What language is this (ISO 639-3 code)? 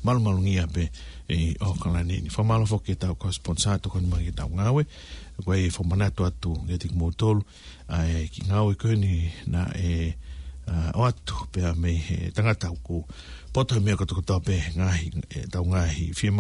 ton